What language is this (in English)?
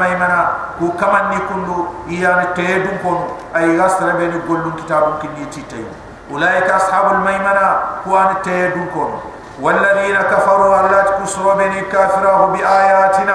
Soninke